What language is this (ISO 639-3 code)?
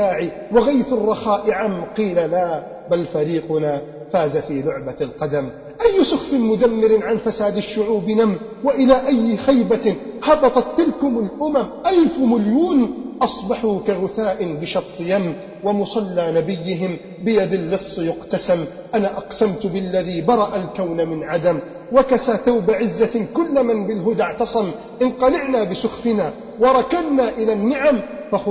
ara